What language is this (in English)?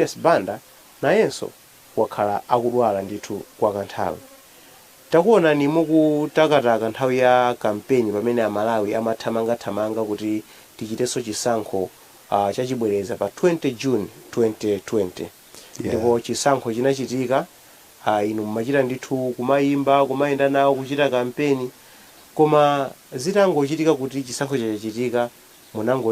Nyanja